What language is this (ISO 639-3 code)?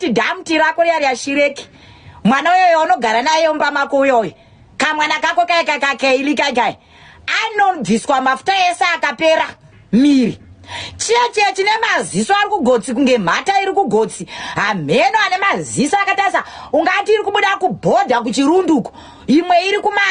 sna